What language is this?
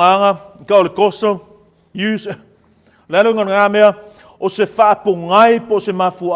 Samoan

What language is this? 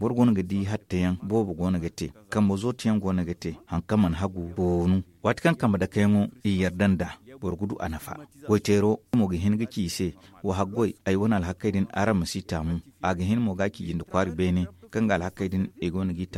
Zarma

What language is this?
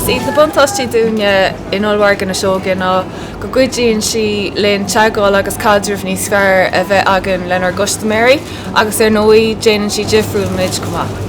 Irish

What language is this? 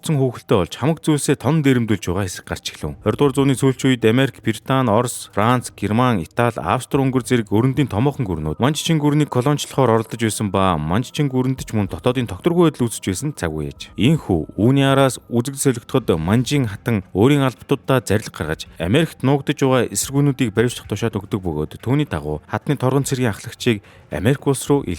Mongolian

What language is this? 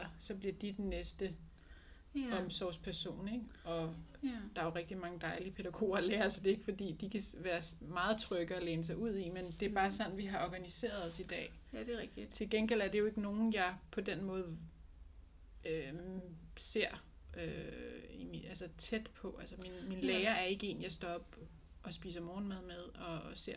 Danish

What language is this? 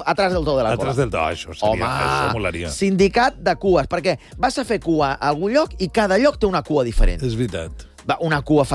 Catalan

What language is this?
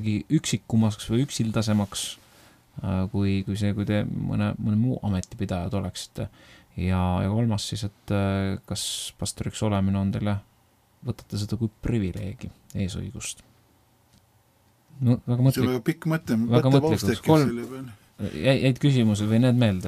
Estonian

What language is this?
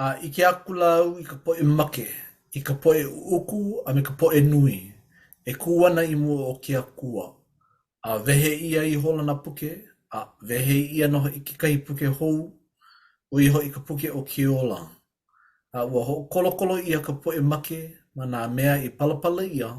Hawaiian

